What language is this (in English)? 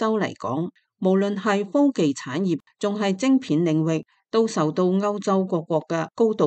Cantonese